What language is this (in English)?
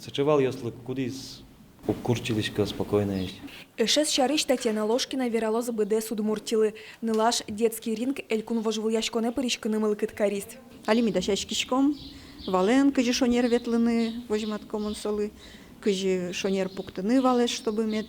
Udmurt